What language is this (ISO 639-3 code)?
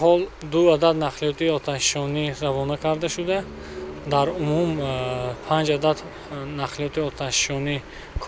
tgk